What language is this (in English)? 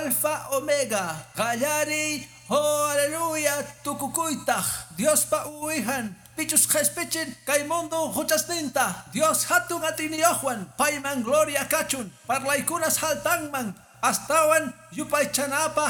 Quechua